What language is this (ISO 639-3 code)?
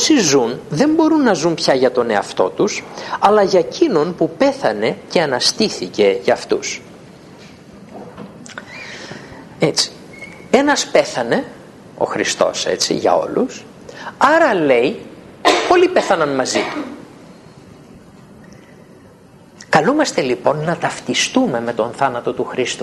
ell